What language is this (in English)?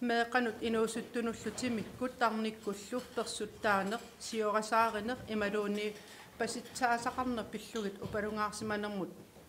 Kalaallisut